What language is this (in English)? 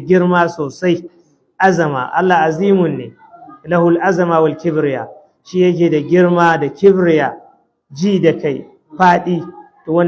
Hausa